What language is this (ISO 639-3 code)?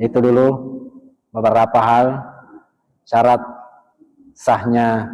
bug